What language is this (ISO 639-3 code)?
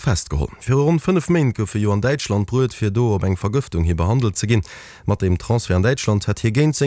ltz